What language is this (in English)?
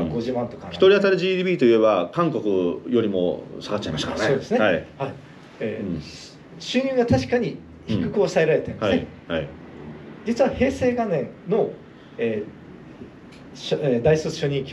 Japanese